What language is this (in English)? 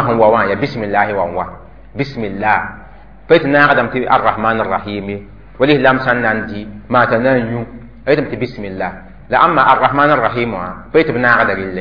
Mossi